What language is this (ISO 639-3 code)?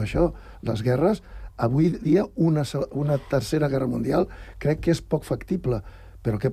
cat